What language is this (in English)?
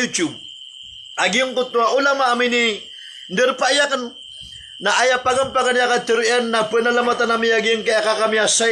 Maranao